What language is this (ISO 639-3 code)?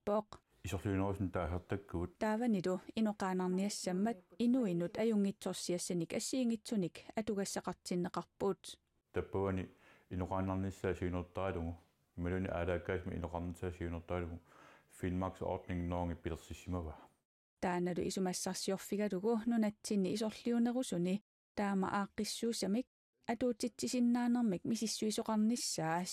kal